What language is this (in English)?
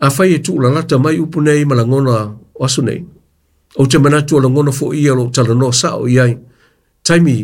Samoan